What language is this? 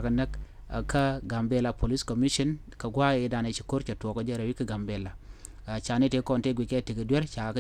Nuer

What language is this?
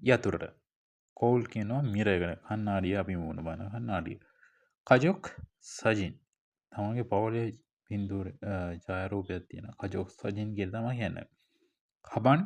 Sinhala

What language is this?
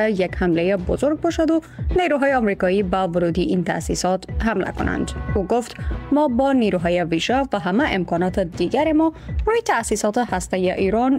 Persian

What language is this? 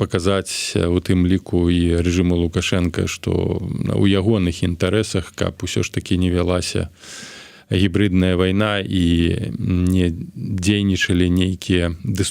Belarusian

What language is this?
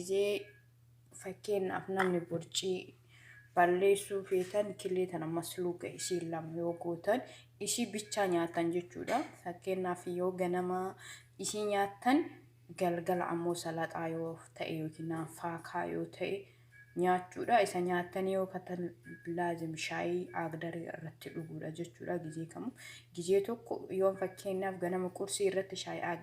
Oromo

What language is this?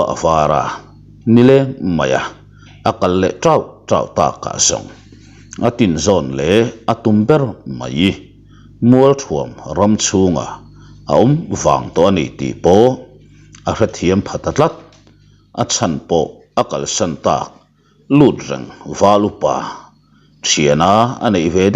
Mizo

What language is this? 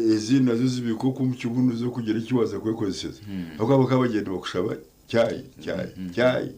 Nyankole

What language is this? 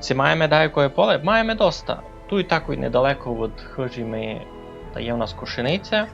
Rusyn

